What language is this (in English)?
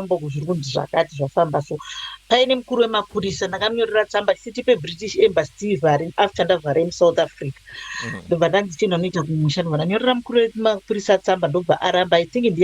Shona